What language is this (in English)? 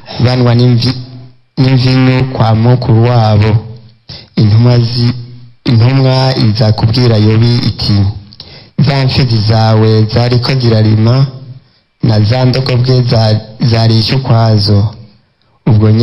Rundi